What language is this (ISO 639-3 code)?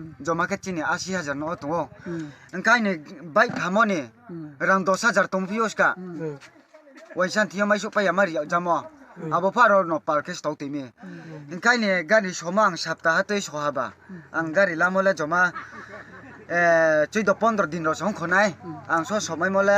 ria